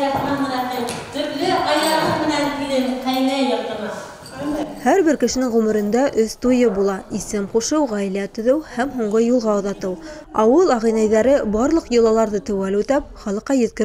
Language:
Bashkir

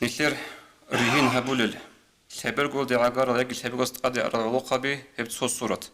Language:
Avaric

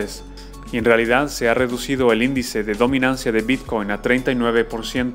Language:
Spanish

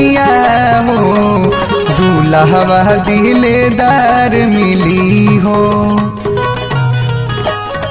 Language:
Bhojpuri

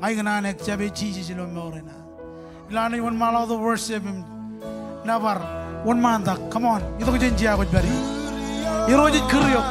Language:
Marshallese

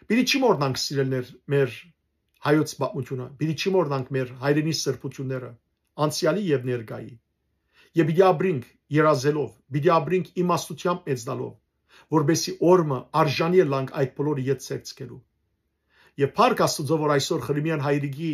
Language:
Western Armenian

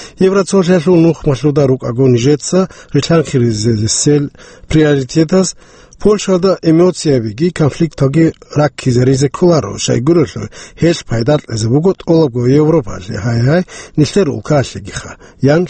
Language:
Avaric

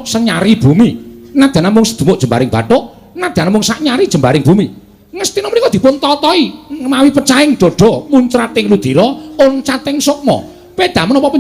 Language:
Javanese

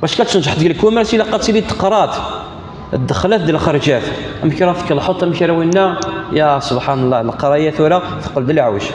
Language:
Kabyle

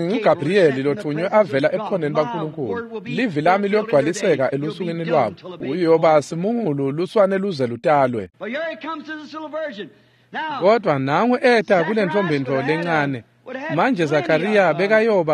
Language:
Swati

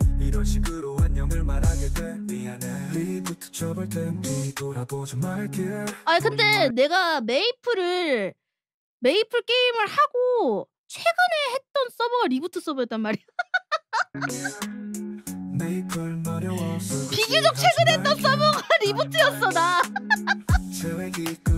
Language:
Korean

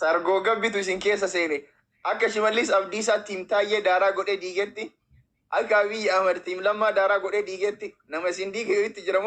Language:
Oromo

